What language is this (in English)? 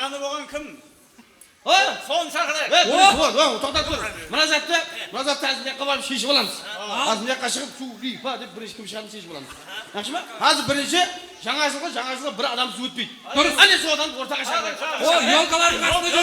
Kara-Kalpak